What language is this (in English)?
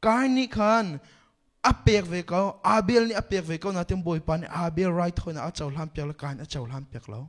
Hakha Chin